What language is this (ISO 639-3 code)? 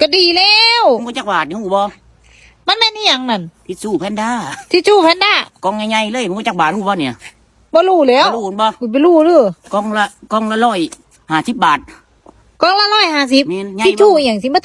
tts